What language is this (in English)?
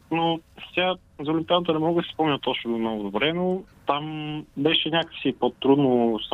Bulgarian